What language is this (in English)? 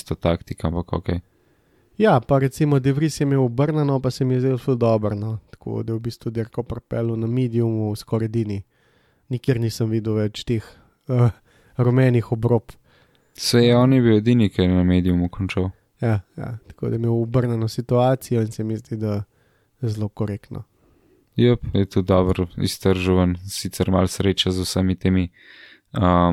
Slovenian